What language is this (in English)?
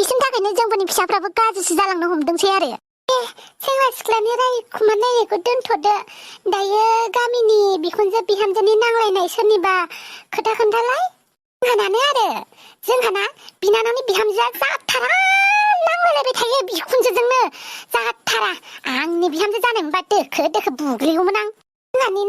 Bodo